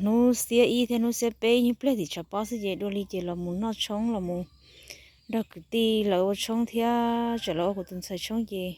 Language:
Hmong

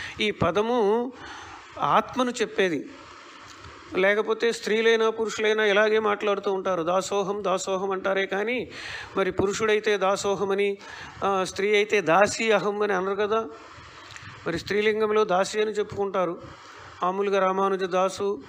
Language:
Telugu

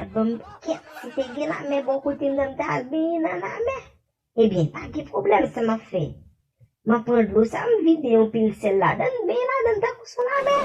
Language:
Haitian Creole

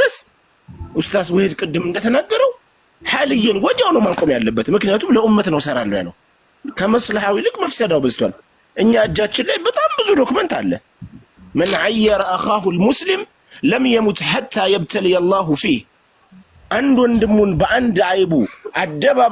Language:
Amharic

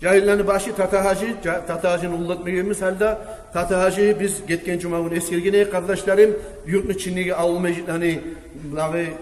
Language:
Kumyk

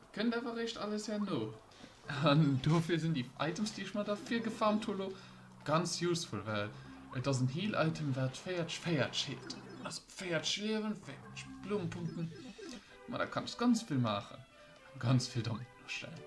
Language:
Luxembourgish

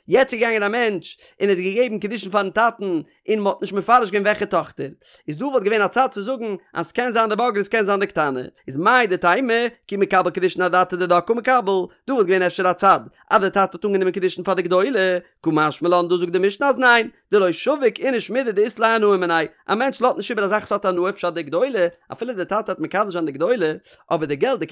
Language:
Yiddish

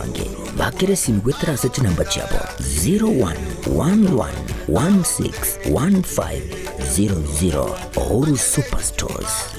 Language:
Gusii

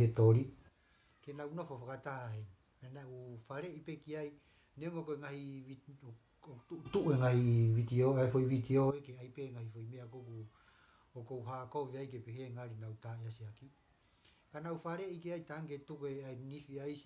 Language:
Tongan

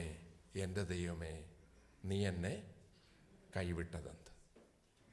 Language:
Malayalam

